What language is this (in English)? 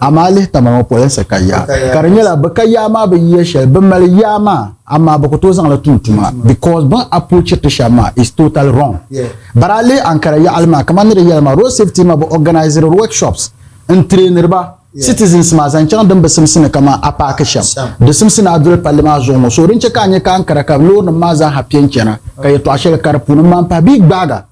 Dagbani